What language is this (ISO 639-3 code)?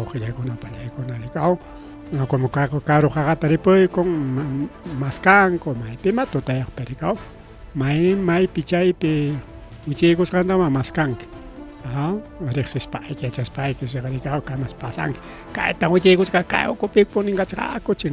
quy